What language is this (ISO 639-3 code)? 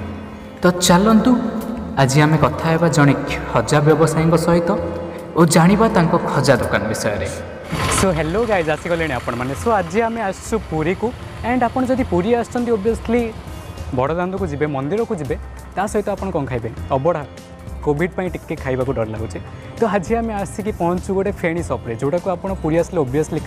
ori